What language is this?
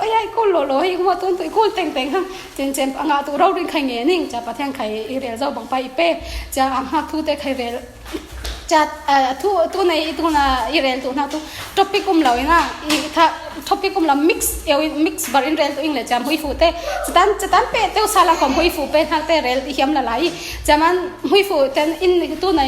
Falam Chin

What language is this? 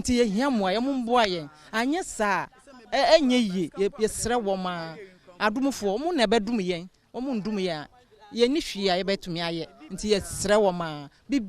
Akan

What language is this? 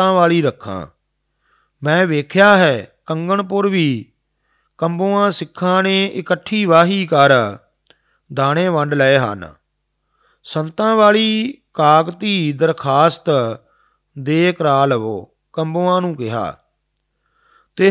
Punjabi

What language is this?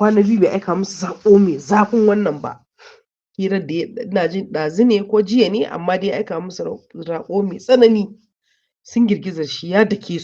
Hausa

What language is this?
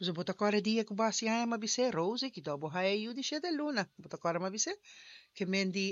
Papiamento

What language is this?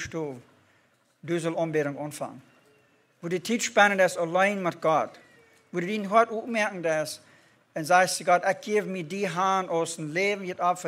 Plautdietsch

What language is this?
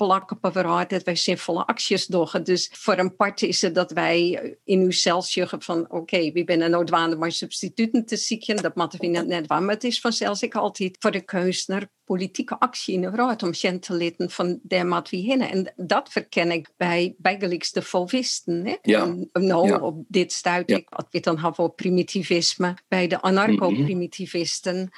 Western Frisian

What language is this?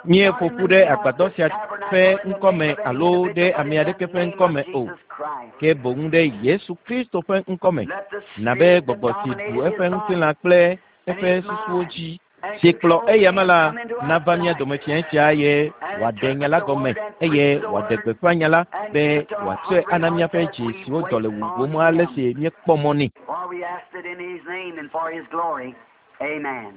Ewe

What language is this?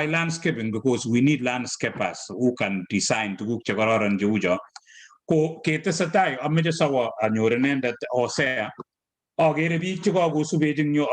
Kalenjin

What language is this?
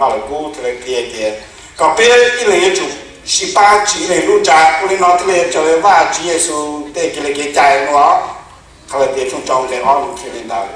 Hmong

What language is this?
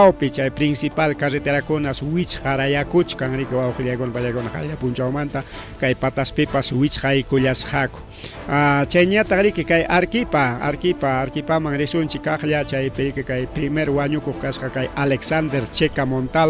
Ayacucho Quechua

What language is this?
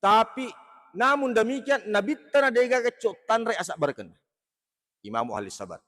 Buginese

